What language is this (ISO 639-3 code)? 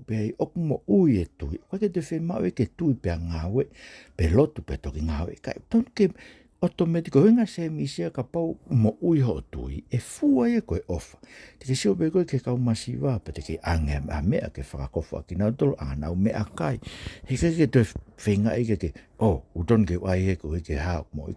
ton